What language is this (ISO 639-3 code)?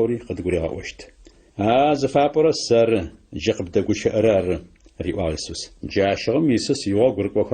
ady